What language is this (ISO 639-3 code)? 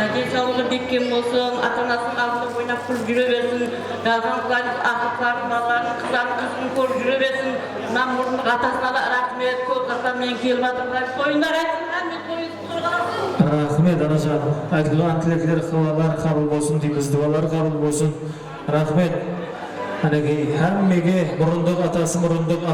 kaa